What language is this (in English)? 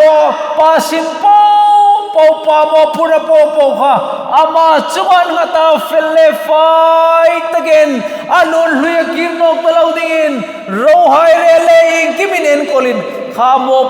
Hmar